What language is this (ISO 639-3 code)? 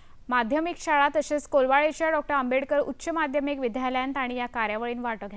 kok